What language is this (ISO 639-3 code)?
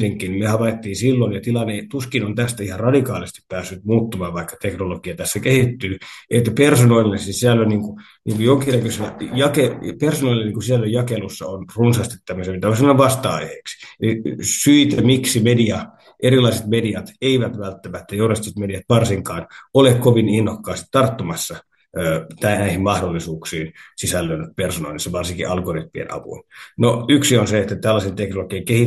fin